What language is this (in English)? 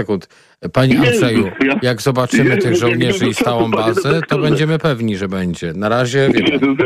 Polish